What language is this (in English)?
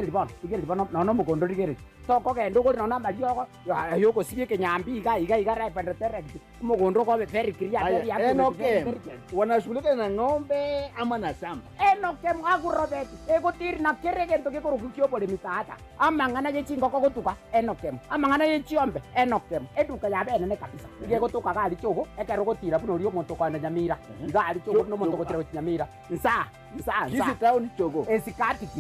Gusii